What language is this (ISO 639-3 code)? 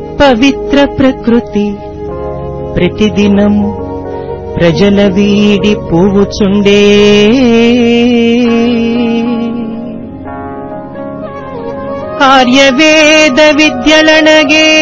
tel